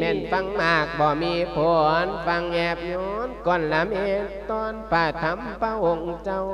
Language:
Lao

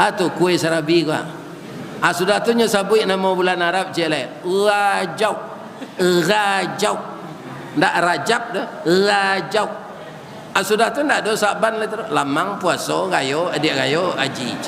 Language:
Minangkabau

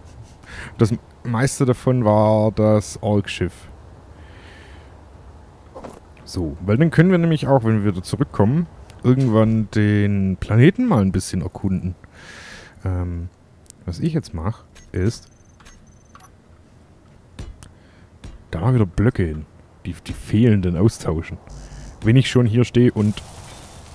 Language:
German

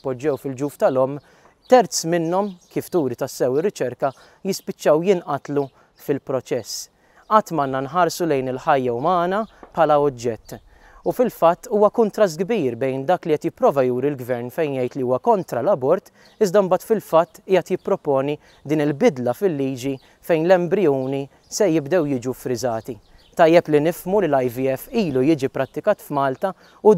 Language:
Maltese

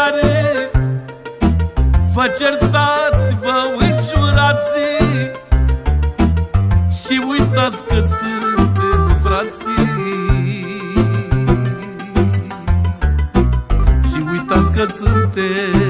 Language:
Romanian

